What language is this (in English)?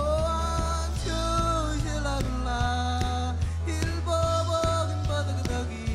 Marshallese